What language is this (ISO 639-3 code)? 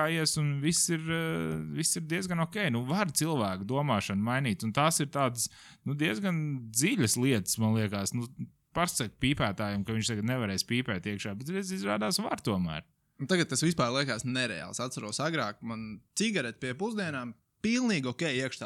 lav